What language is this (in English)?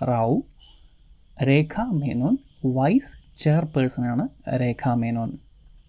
Malayalam